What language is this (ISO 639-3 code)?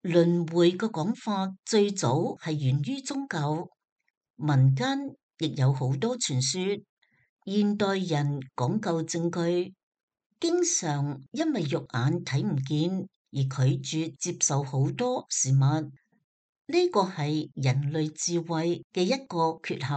yue